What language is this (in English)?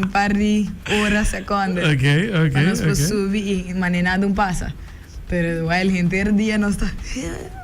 Papiamento